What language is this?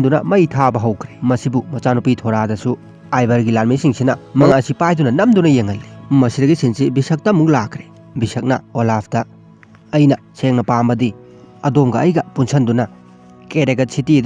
Manipuri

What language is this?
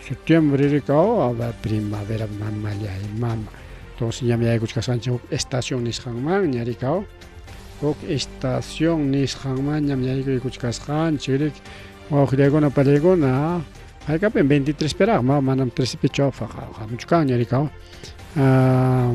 Ayacucho Quechua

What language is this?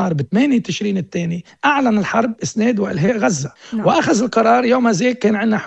North Levantine Arabic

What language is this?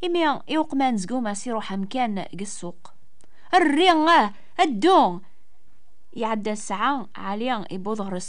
Kabyle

